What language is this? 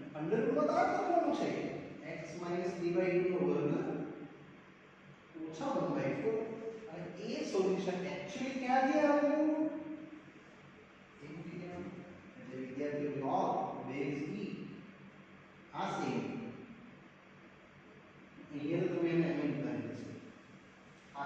Gujarati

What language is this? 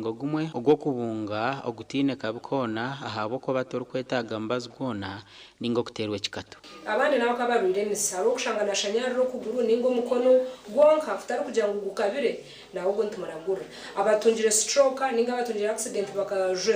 Nyankole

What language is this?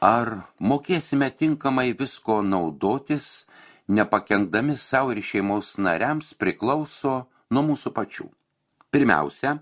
Lithuanian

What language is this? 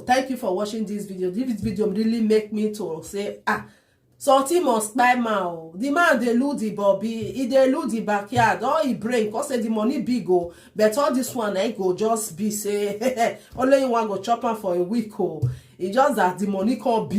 Nigerian Pidgin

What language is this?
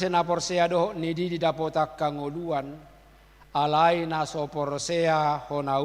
Batak Toba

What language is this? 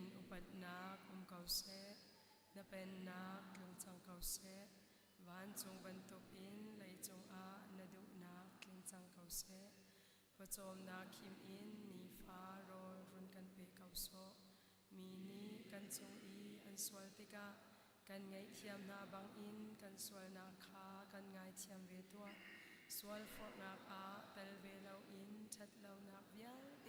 Hakha Chin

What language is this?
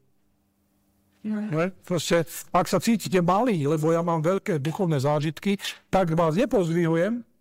Slovak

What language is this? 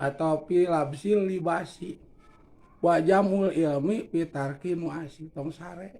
Sundanese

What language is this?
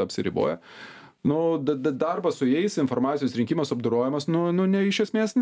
Lithuanian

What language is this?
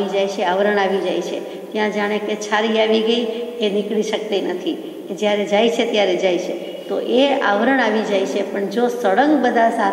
Gujarati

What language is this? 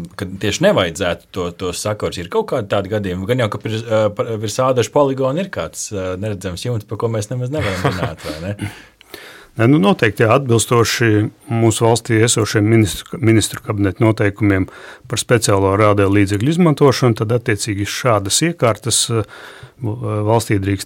Latvian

